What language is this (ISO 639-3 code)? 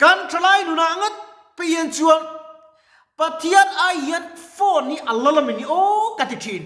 lus